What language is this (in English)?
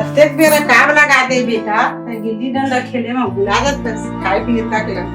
Chhattisgarhi